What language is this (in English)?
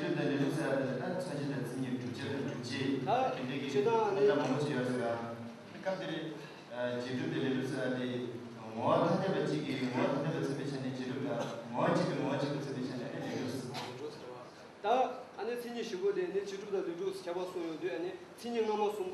Tibetan